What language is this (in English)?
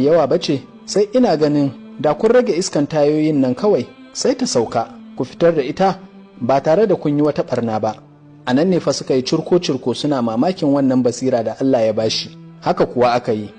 Hausa